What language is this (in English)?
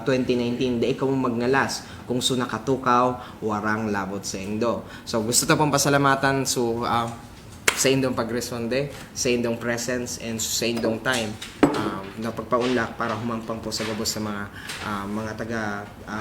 Bikol